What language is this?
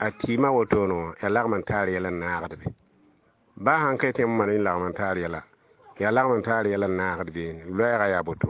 Mossi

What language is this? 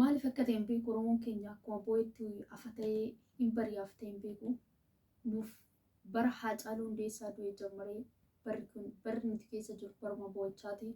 Oromo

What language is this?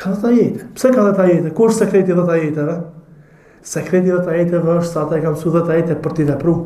Albanian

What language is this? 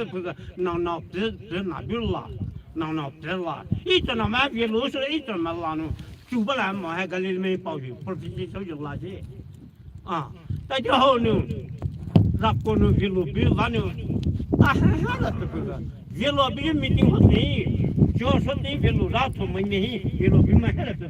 Poumei Naga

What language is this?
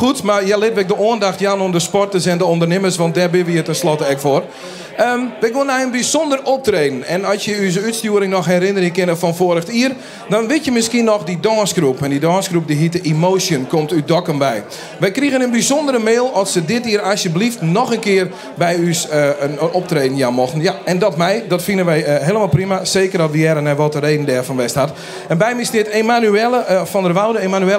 Western Frisian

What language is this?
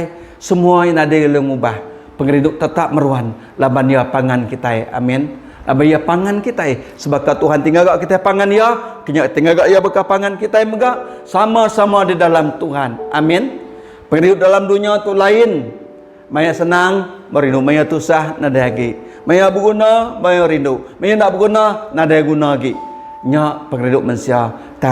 Iban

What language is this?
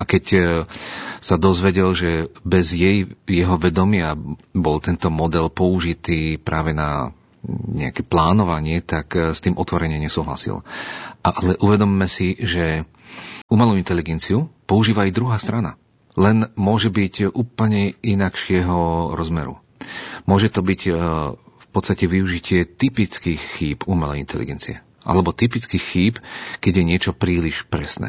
Slovak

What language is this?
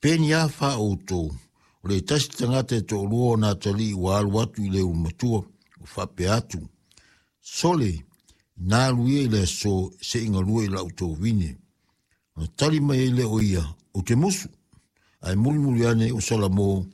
Samoan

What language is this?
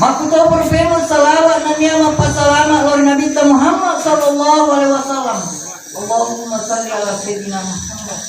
Buginese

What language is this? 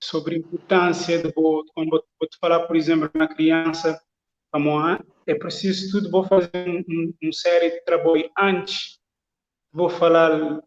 Kabuverdianu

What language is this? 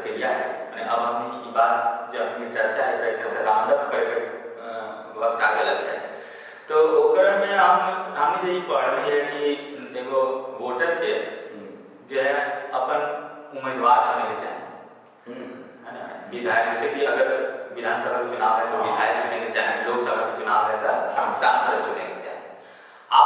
Magahi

